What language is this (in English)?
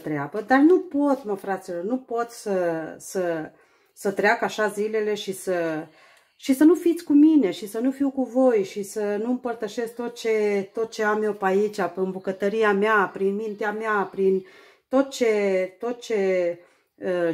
Romanian